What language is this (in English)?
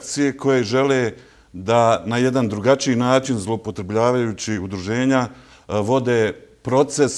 Bosnian